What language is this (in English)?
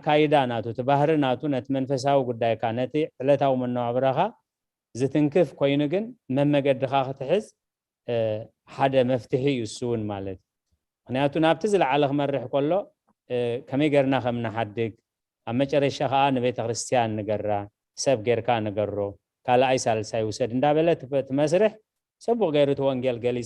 Tigrinya